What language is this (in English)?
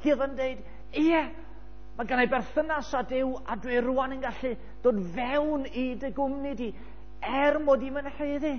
Welsh